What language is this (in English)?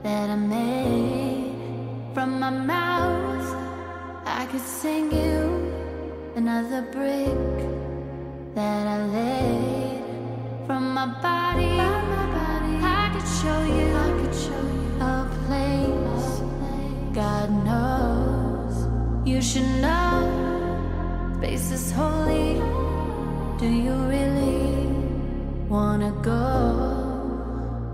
English